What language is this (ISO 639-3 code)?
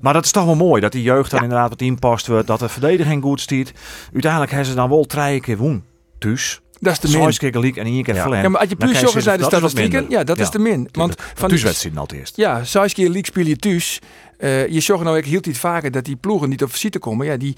fry